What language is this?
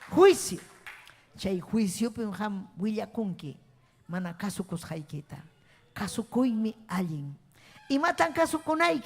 Ayacucho Quechua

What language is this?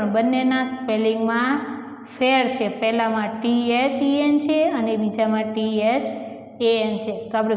Gujarati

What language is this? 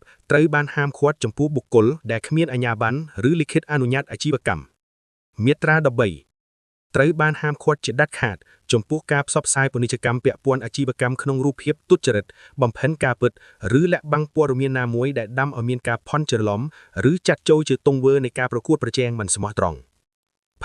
Khmer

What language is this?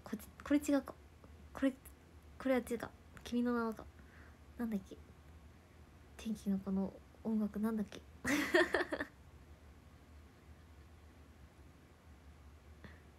Japanese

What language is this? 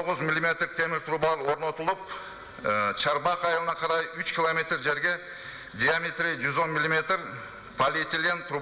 Kyrgyz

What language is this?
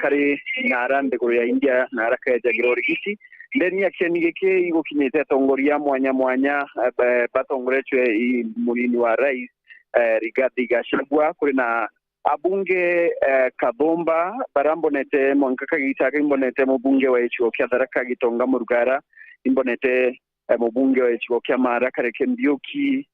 Meru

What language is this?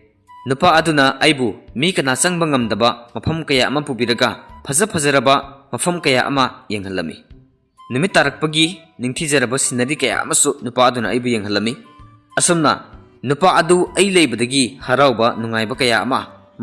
Manipuri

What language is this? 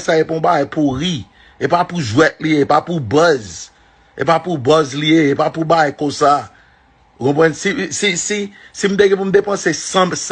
Haitian Creole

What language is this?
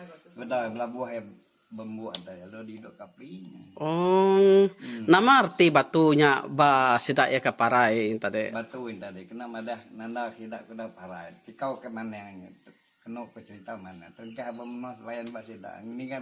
Iban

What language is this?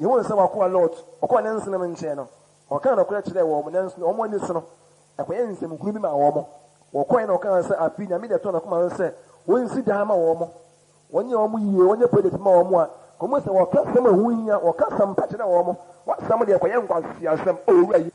Akan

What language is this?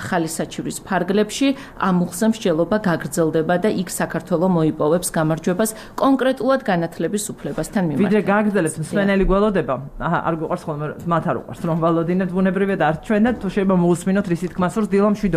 Georgian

